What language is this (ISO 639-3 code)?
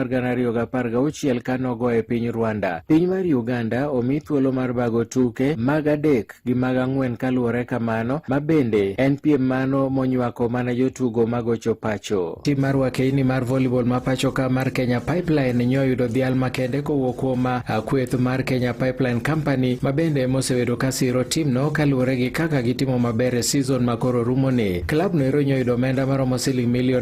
luo